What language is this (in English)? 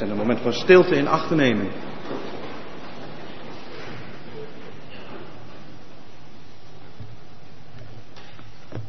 Dutch